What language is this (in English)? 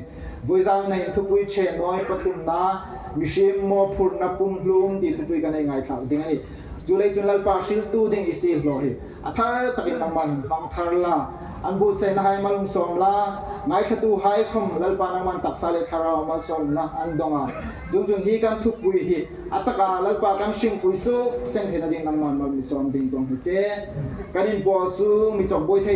Hmar